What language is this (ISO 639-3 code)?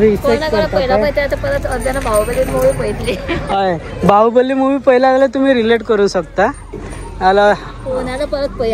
kok